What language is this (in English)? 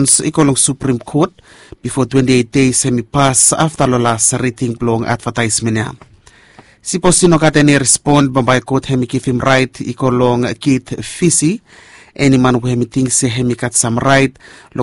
Bislama